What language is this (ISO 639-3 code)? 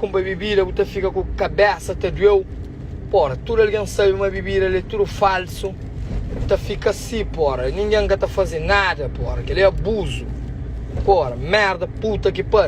kea